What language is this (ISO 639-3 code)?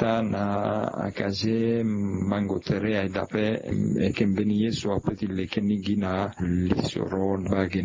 sag